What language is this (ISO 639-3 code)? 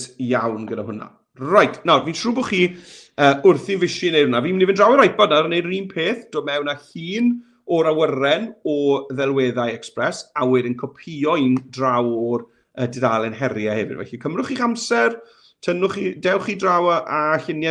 cym